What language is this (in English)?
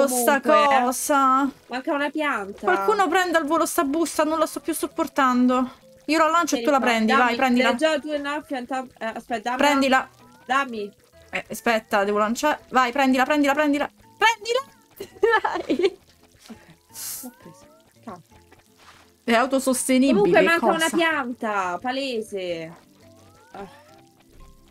Italian